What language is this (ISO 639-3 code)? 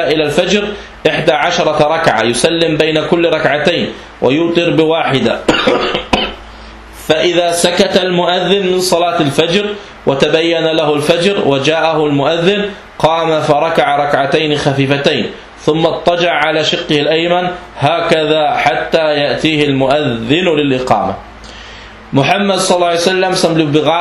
dan